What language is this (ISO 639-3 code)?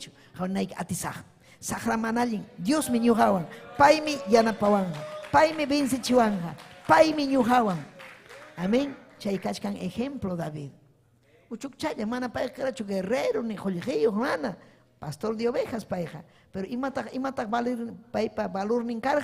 quy